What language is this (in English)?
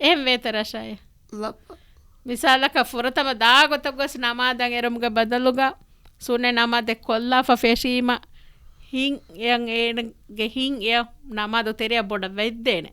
Divehi